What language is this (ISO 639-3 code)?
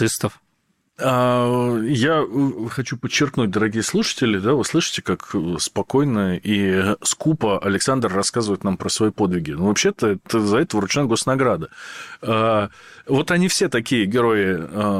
rus